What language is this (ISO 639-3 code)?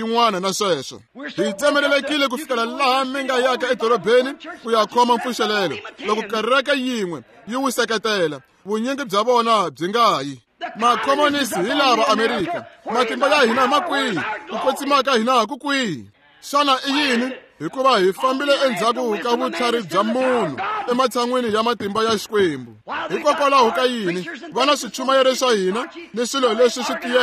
tso